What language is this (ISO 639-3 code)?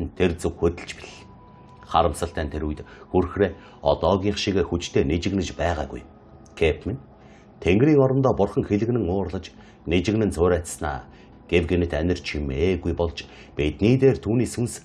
mon